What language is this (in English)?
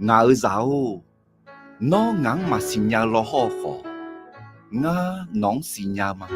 Akha